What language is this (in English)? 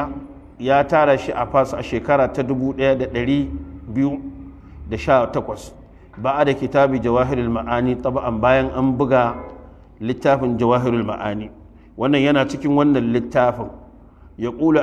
Hausa